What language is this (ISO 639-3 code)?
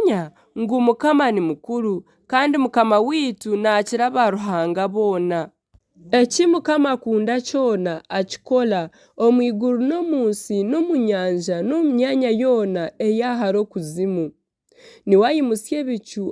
nyn